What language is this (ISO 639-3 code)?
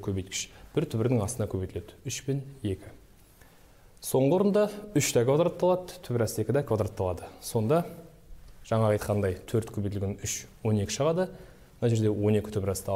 kaz